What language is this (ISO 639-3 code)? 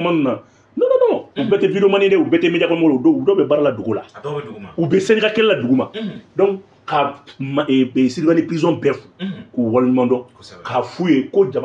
bam